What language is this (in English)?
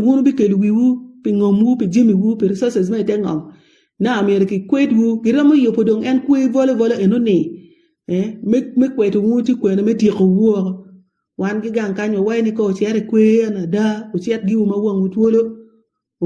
Acoli